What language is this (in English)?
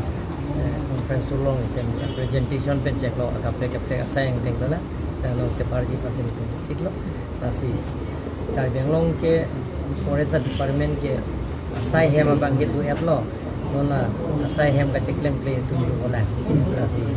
Karbi